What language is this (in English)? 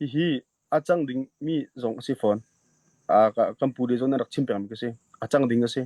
Hakha Chin